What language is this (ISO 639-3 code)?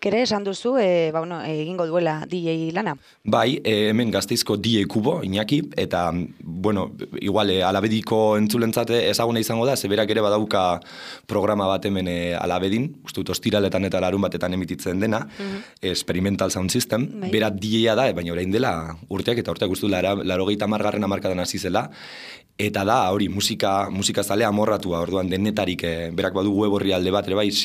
eus